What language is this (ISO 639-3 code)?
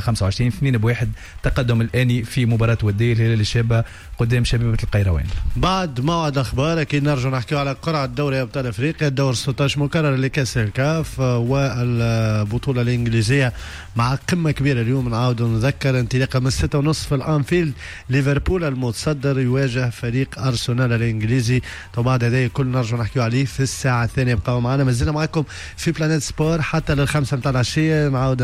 aeb